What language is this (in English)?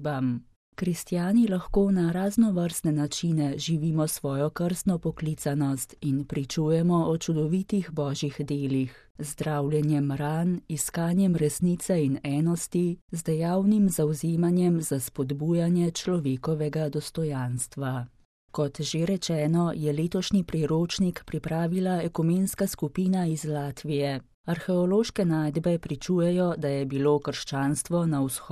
Slovenian